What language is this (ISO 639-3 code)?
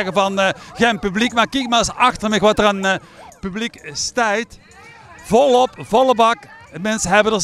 lim